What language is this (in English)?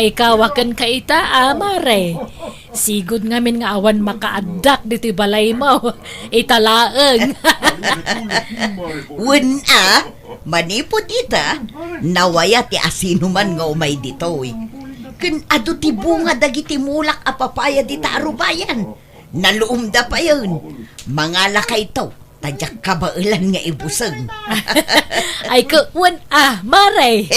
Iloko